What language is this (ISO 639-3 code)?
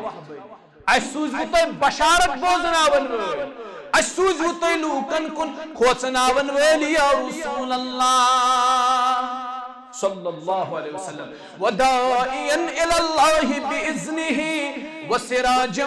kas